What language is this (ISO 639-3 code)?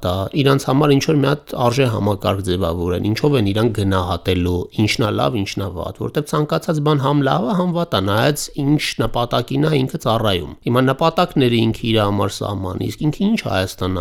hye